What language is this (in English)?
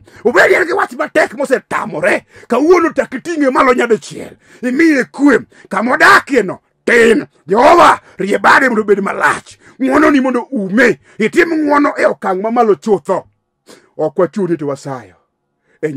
Luo (Kenya and Tanzania)